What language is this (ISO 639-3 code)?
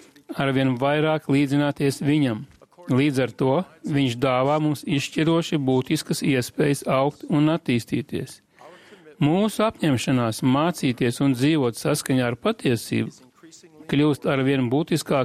lav